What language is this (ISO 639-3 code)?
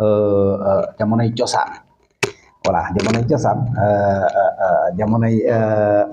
wol